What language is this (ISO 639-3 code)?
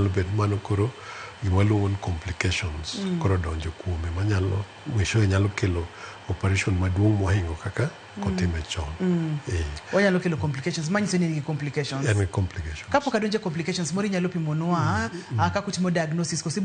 luo